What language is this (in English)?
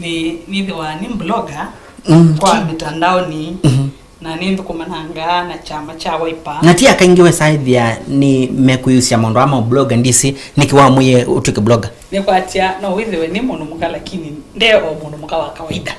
Kamba